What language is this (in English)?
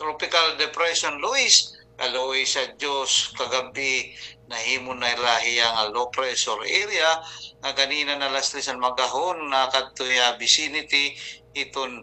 Waray